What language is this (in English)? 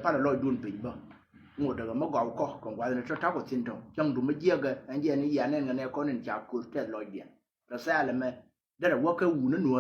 Nuer